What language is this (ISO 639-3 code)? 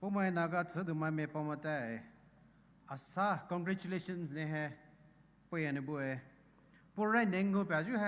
pmx